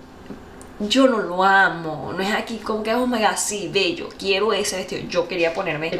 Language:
Spanish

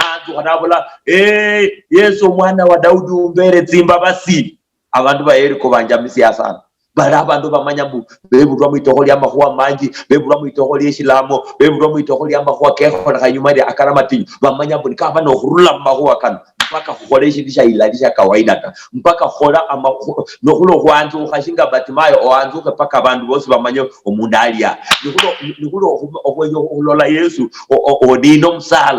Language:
Luyia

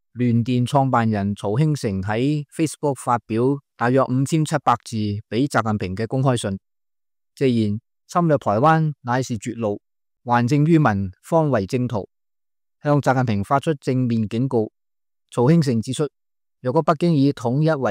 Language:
Cantonese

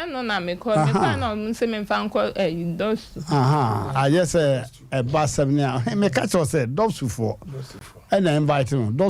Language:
Akan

